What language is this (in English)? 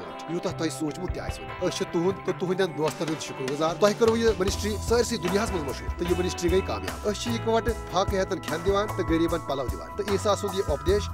Kashmiri